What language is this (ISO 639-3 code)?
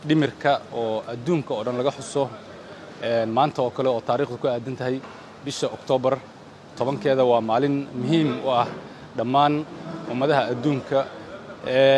som